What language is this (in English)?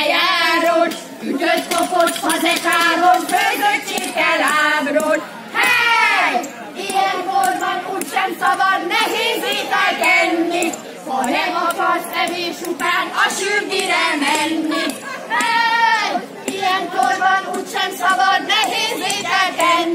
Hungarian